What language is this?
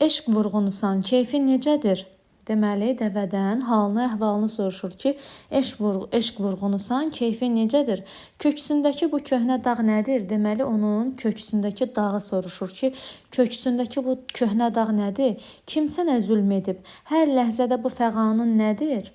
Azerbaijani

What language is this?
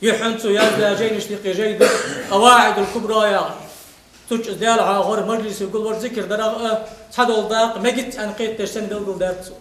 Ingush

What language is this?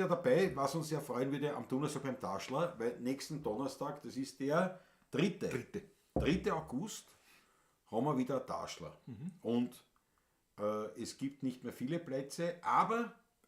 Bavarian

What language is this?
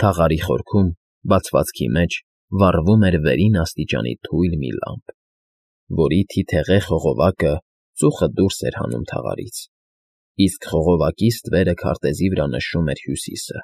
Armenian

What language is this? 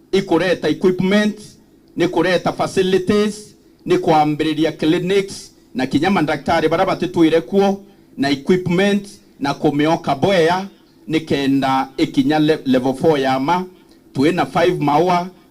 Meru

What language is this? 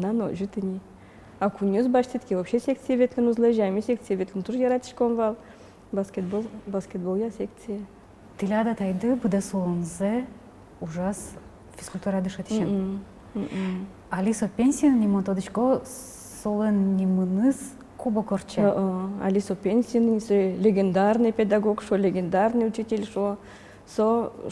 Udmurt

